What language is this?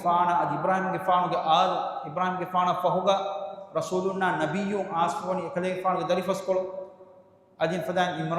Divehi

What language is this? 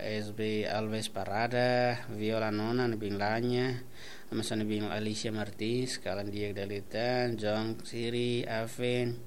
Tetum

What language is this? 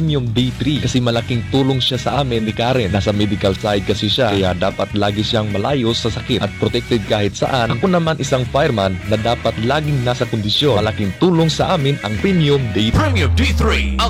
Filipino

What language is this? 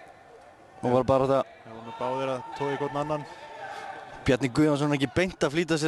Icelandic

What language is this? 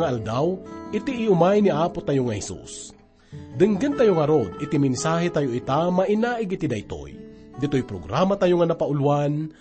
Iloko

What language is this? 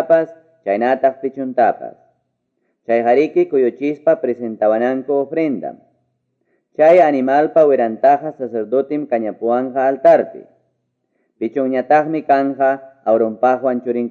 Quechua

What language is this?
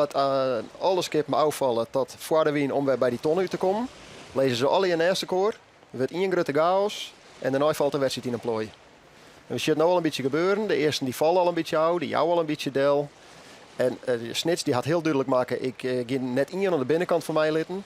Western Frisian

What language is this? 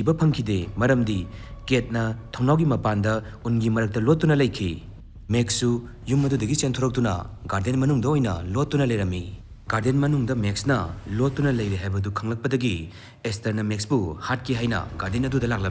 Manipuri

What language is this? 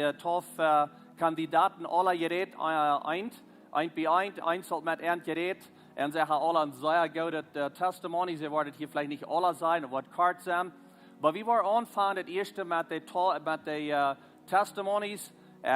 Plautdietsch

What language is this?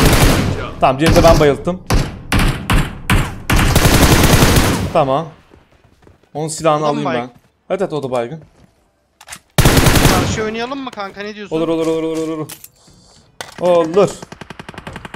Turkish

